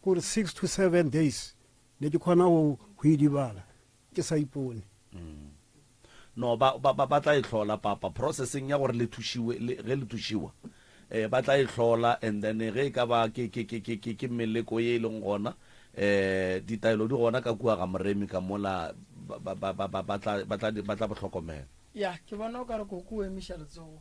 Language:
Northern Sotho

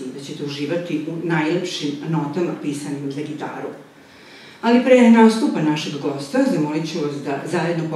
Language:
Serbian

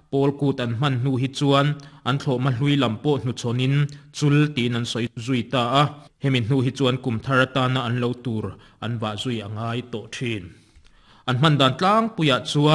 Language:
Mizo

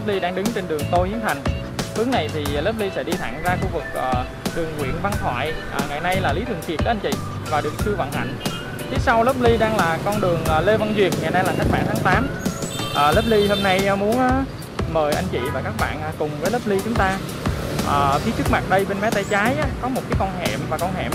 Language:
Vietnamese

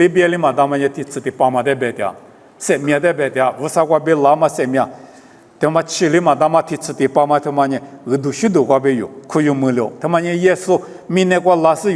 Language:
Lisu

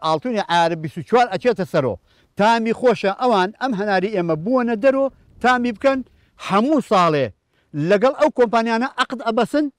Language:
Central Kurdish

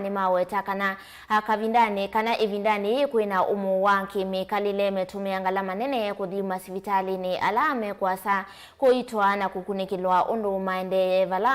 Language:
Kamba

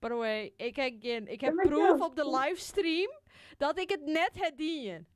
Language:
Western Frisian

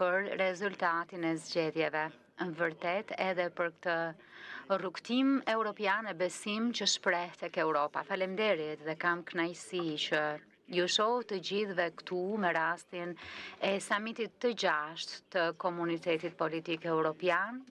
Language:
Albanian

